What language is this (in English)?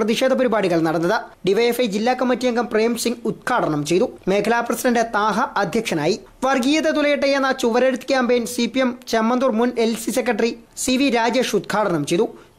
Malayalam